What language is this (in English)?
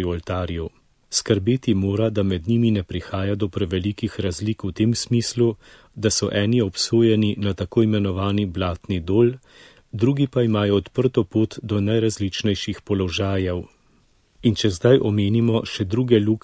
Slovenian